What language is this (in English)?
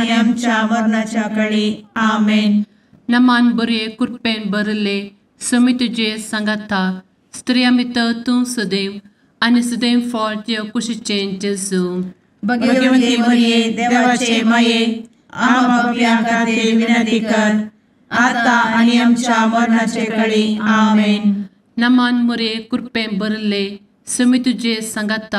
Konkani